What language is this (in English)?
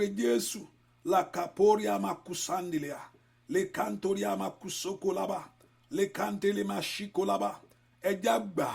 Yoruba